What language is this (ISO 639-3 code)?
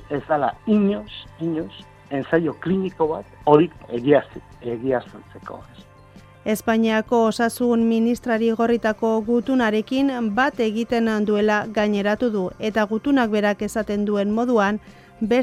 eus